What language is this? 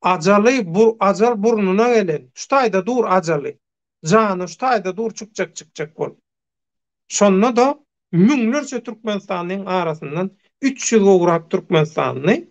Turkmen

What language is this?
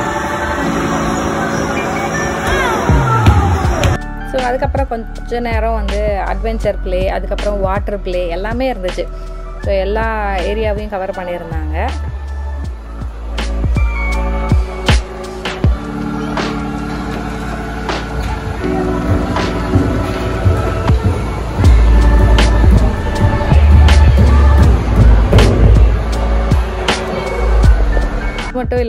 Tamil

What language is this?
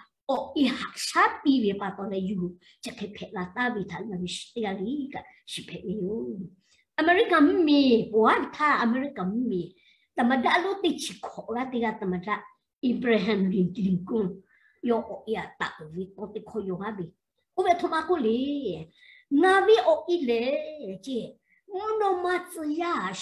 Lahu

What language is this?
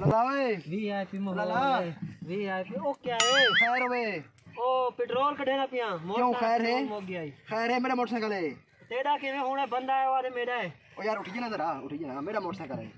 Saraiki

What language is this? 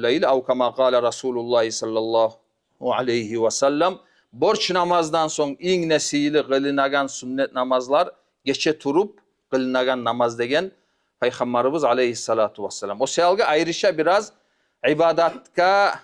Kumyk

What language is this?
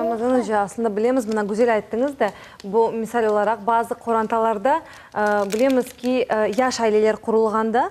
Crimean Tatar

